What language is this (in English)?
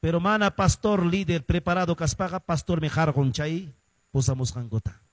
Quechua